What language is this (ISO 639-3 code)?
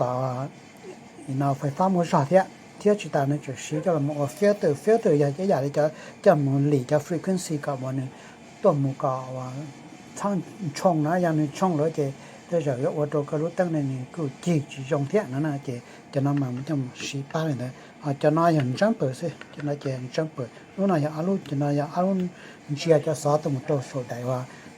hmn